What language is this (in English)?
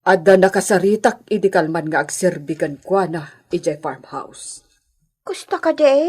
Iloko